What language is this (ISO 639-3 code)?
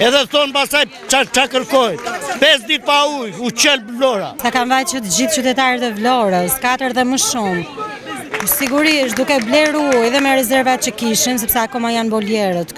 sqi